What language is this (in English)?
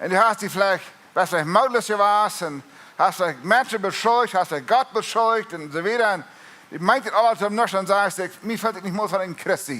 Plautdietsch